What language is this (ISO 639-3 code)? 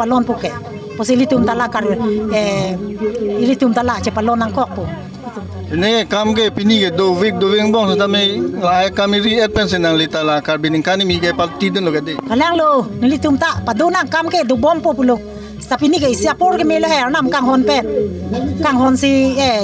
mjw